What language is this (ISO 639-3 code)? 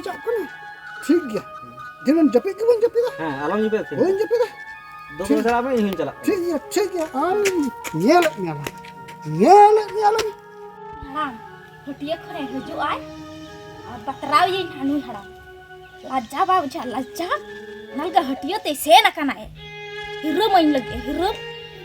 sat